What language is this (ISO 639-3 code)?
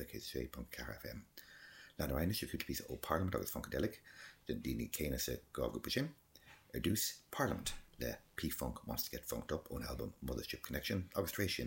gle